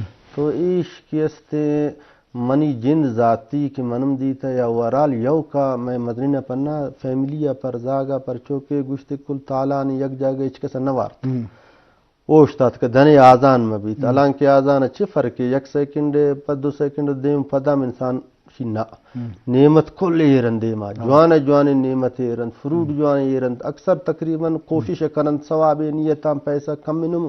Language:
Eastern Balochi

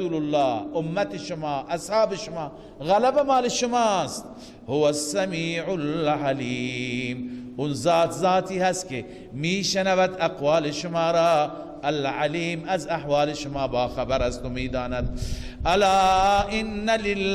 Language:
Persian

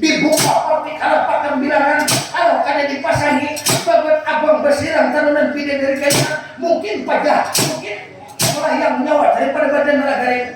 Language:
Banjar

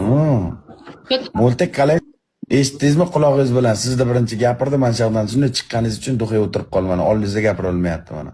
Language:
Uzbek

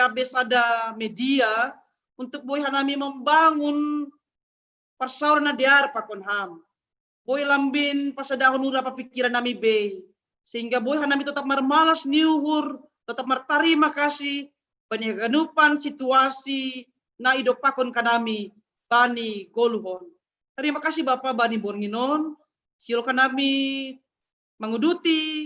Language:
Batak Simalungun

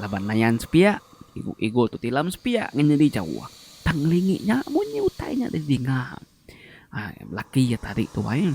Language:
Iban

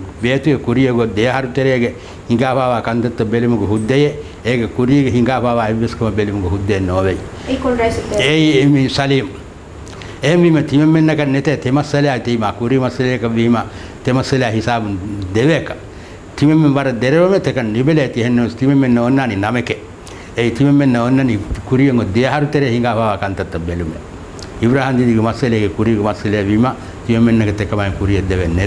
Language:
Divehi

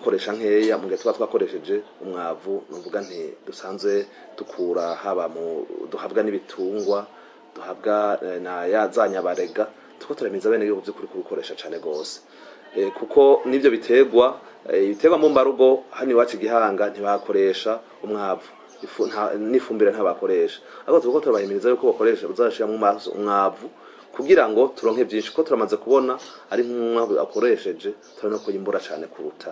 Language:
Rundi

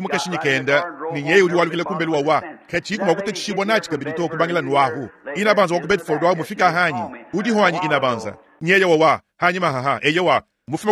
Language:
Luba-Lulua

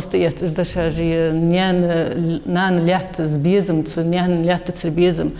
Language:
Ingush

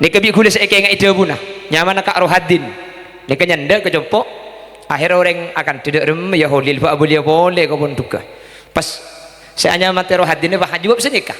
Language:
Madurese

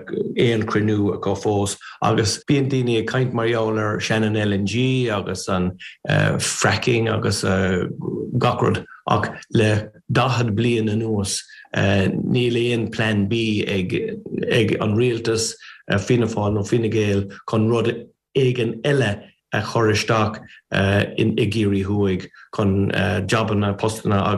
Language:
Irish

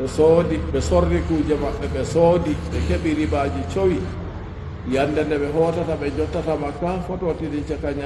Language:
Fula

